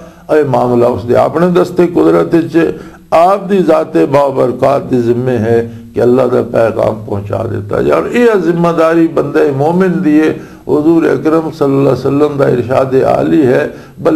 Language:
Western Panjabi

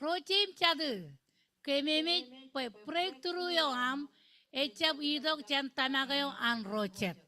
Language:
Marshallese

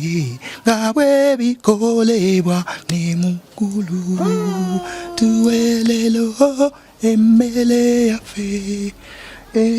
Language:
Ganda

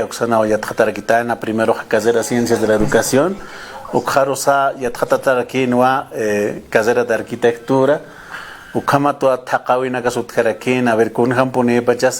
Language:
Aymara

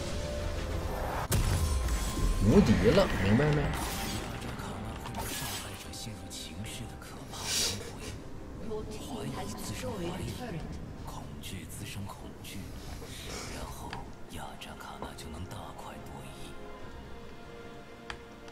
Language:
Chinese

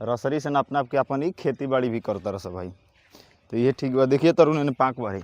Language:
Bhojpuri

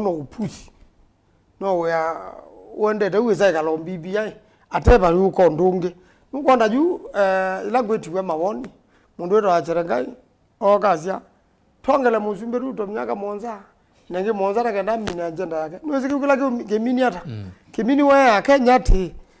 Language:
Kamba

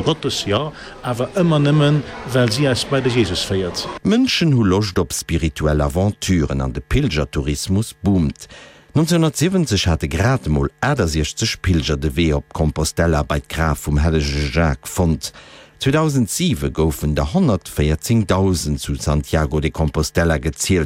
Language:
Luxembourgish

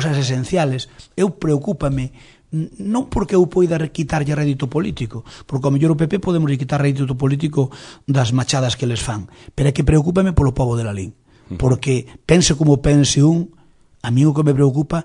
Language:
Galician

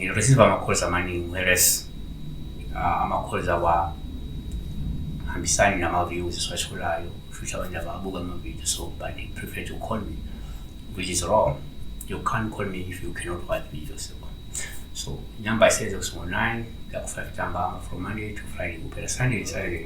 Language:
Zulu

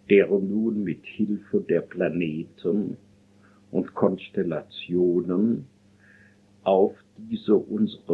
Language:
German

